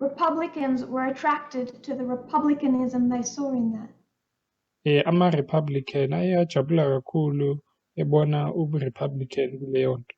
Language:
Zulu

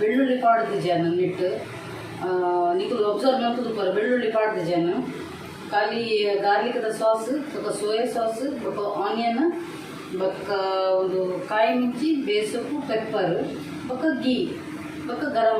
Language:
Tulu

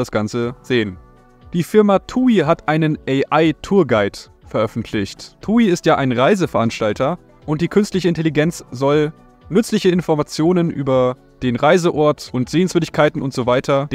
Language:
German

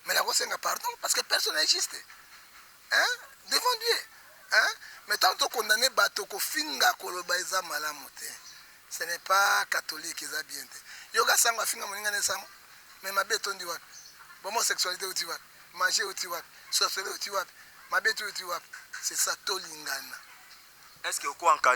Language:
Lingala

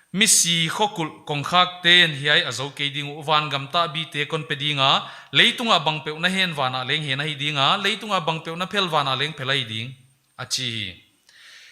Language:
Paite Chin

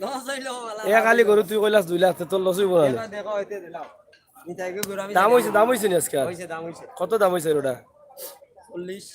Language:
Sylheti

